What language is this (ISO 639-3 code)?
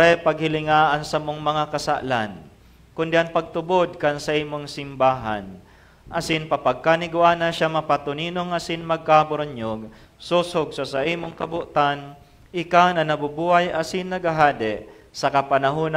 bik